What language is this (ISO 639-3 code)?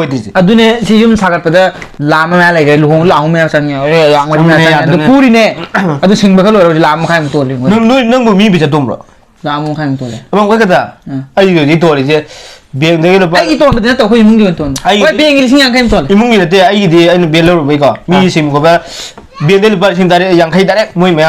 mni